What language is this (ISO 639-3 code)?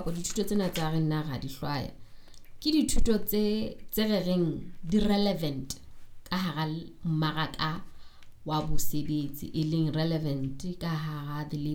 sot